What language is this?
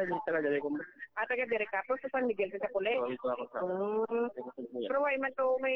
Filipino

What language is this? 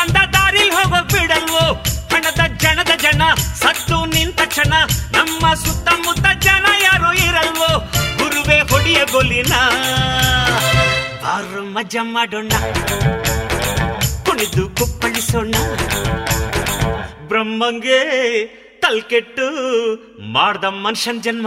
Kannada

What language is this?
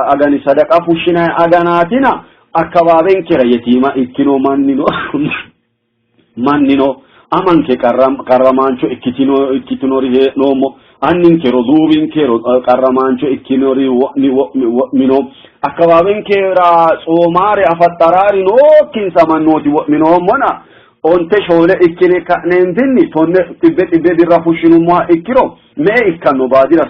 Sidamo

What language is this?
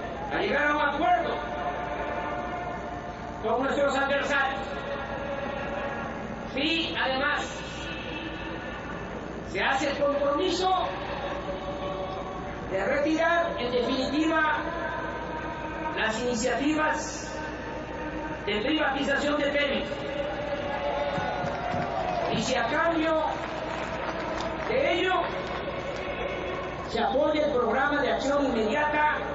Spanish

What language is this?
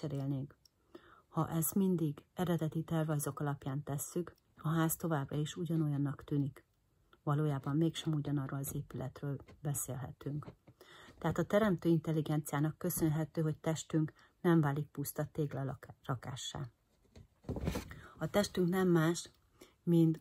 Hungarian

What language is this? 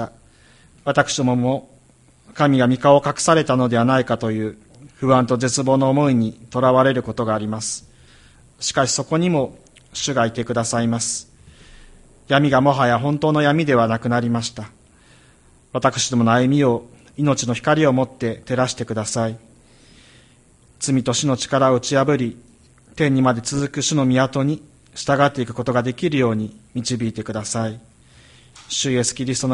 Japanese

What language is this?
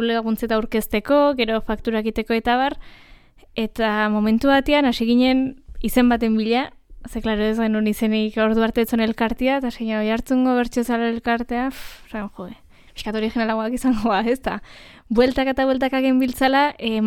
Basque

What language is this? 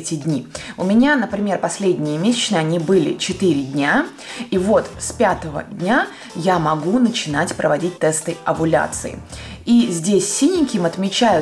Russian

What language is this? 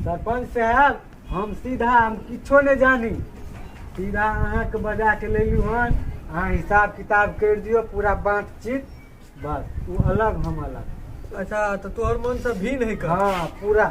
Maithili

